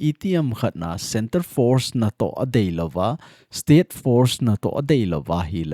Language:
Thado Chin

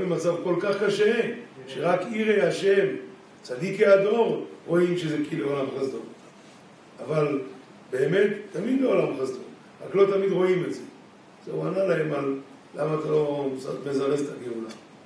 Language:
Hebrew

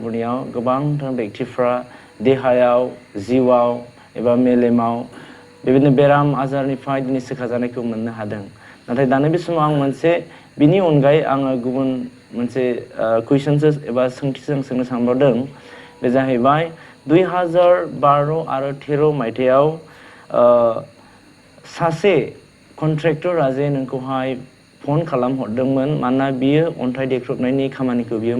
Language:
Bodo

